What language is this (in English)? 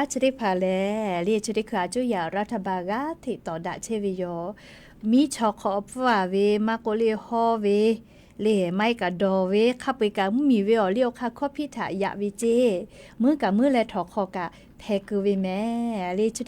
Lahu